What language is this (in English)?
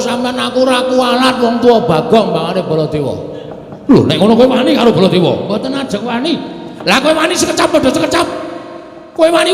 Javanese